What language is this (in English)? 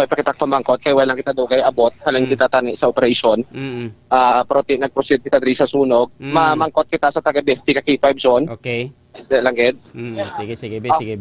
Hiligaynon